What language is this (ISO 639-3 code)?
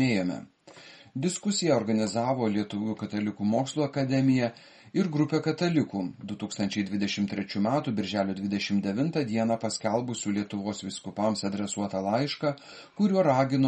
lit